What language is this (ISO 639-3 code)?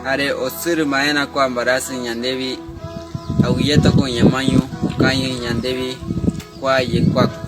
grn